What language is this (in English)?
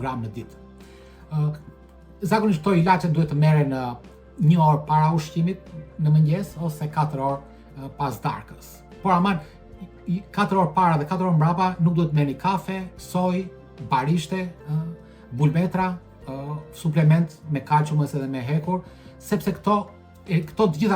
Albanian